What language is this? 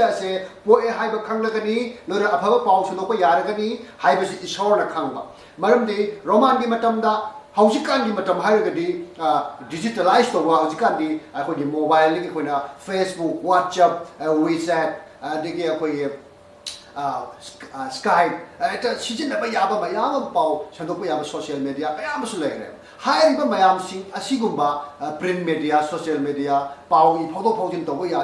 Manipuri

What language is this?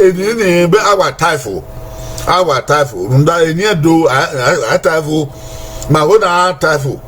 Bini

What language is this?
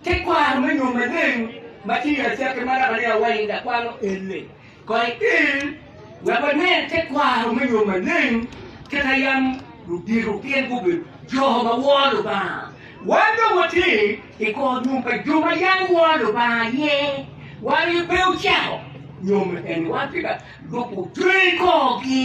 Acoli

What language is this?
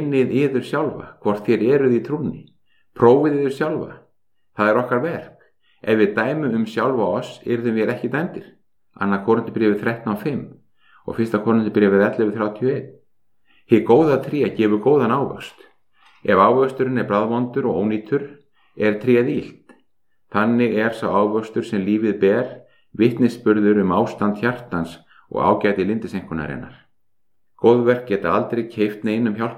Icelandic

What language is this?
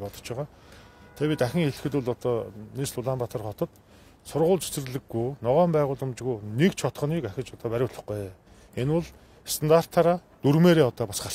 Mongolian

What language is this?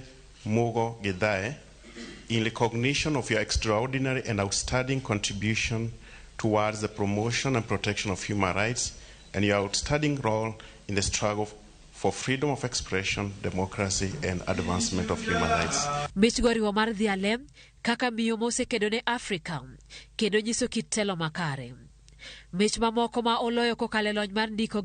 Luo (Kenya and Tanzania)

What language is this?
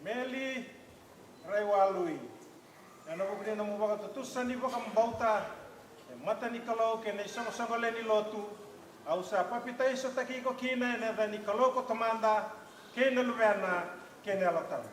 Fijian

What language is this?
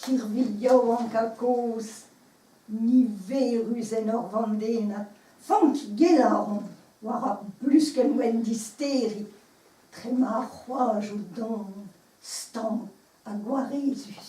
Breton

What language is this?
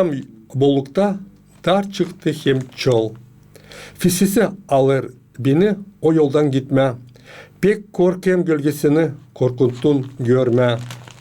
Gagauz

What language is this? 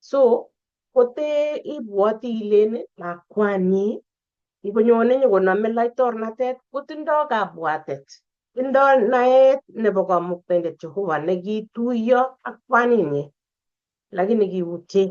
Kalenjin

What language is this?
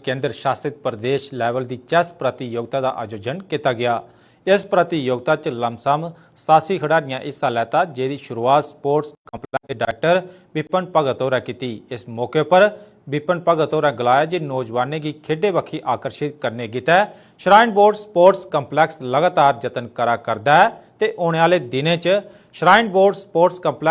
Dogri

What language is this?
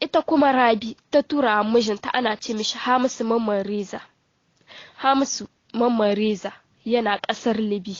Hausa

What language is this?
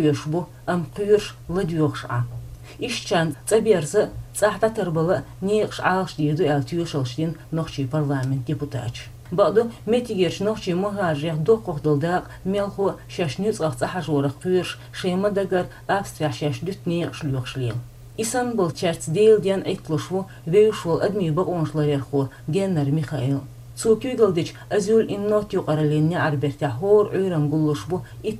Chechen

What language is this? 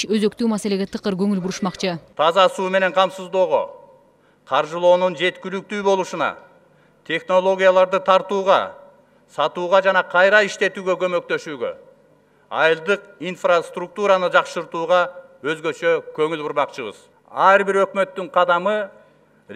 Kyrgyz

